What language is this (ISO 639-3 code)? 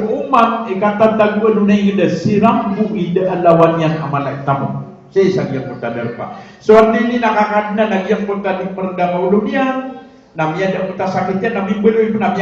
mrw